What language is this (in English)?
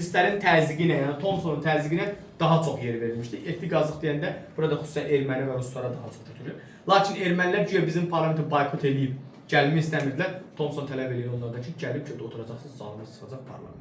Azerbaijani